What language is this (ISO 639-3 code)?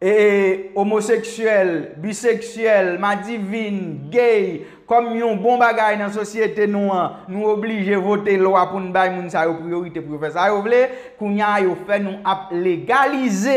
hat